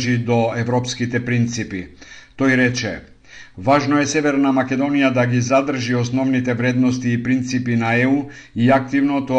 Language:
Macedonian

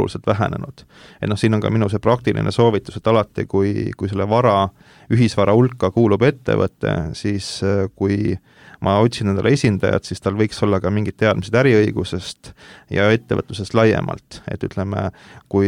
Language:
Estonian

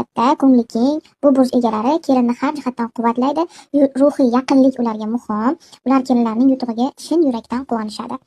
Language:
Uzbek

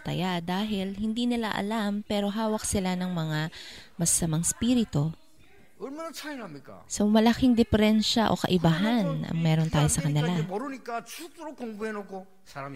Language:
Filipino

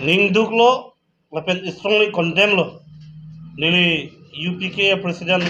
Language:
Karbi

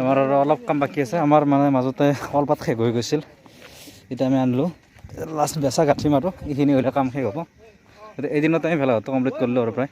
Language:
Assamese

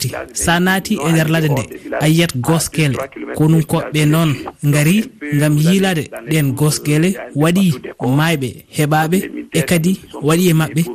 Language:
Fula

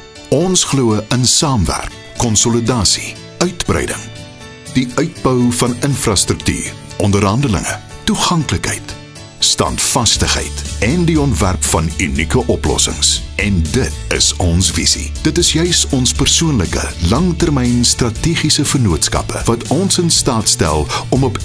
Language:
Afrikaans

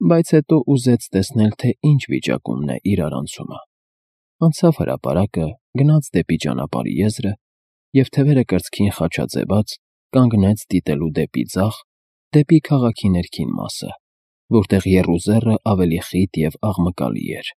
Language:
Armenian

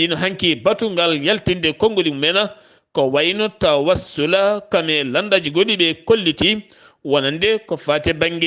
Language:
Fula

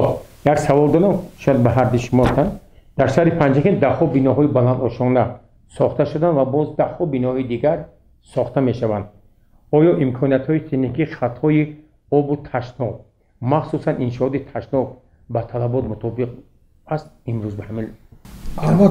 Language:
Tajik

